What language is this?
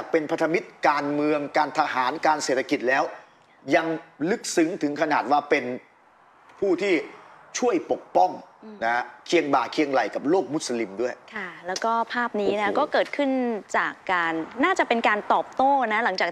Thai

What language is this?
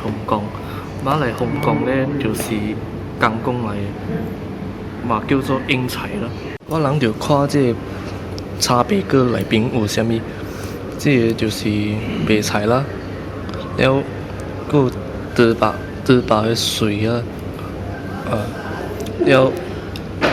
Min Nan Chinese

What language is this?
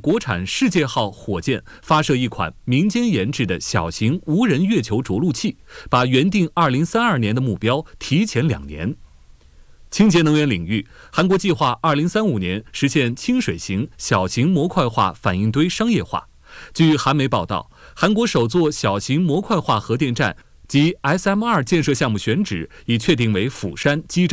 Chinese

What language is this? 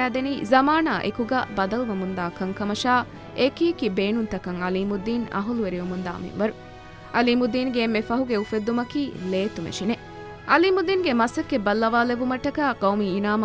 Divehi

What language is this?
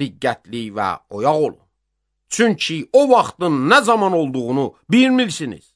Azerbaijani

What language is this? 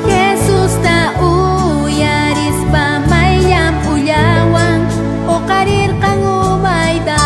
South Bolivian Quechua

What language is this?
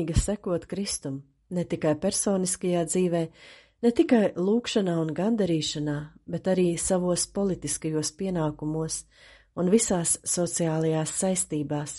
Latvian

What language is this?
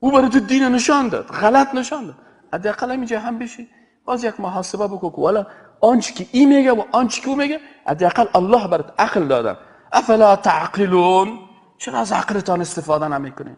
Persian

